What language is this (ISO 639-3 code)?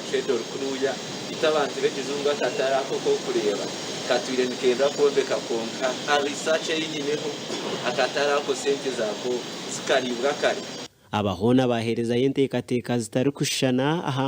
nyn